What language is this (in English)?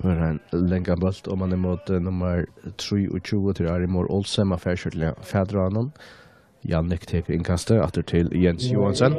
Faroese